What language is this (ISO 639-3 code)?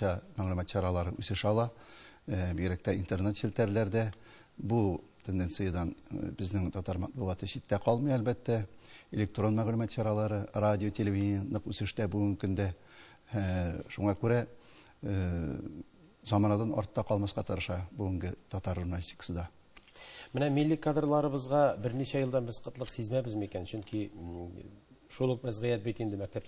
tat